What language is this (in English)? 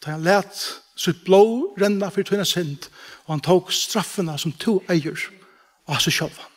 Faroese